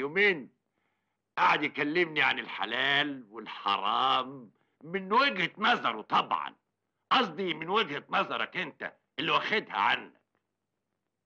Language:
Egyptian Arabic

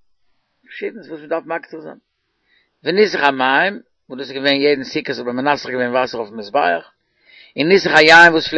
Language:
Yiddish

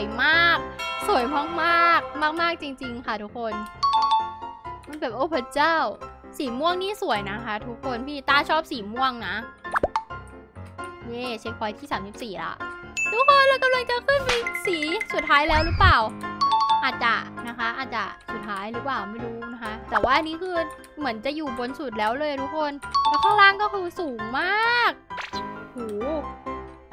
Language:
Thai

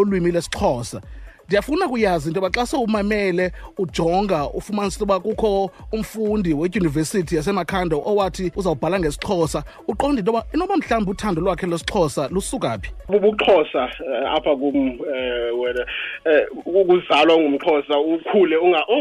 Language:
Xhosa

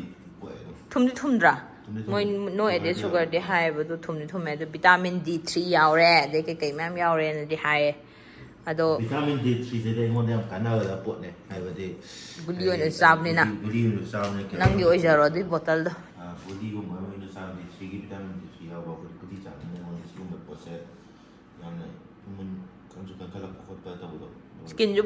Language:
Manipuri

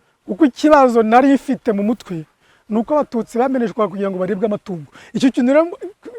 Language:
Kinyarwanda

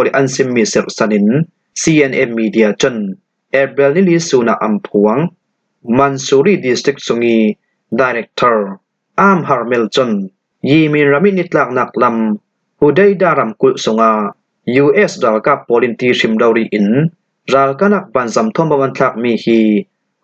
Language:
Falam Chin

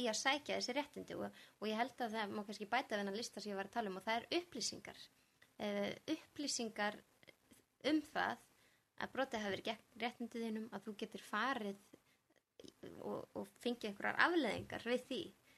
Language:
Icelandic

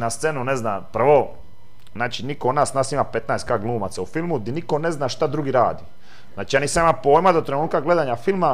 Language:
Croatian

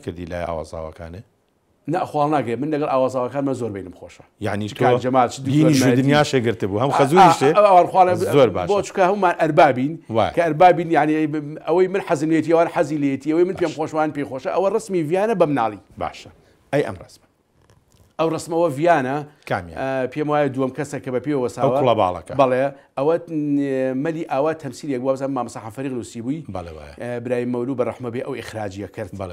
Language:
Central Kurdish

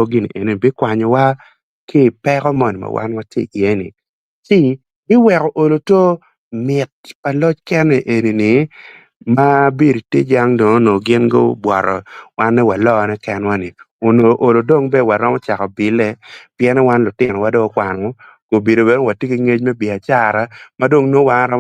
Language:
Acoli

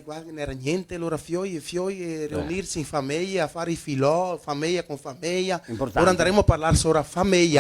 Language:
Venetian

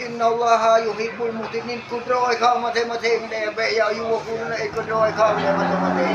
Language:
Achinese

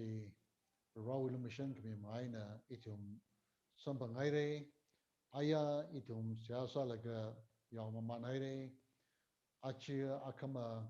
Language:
Tangkhul Naga (India)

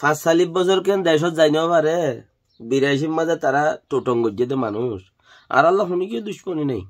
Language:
Rohingya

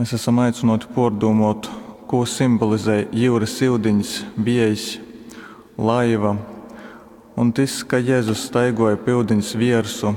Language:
Latgalian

